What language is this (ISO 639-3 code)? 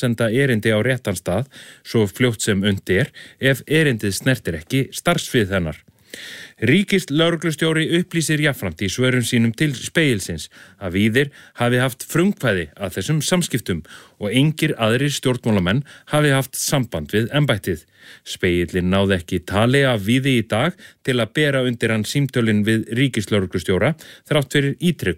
isl